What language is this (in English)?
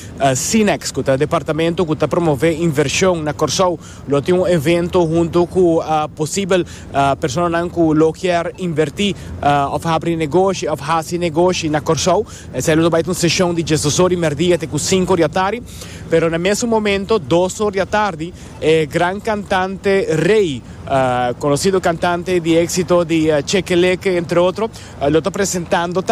Papiamento